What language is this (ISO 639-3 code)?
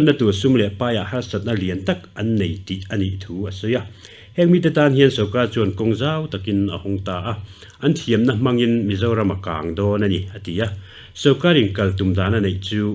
lus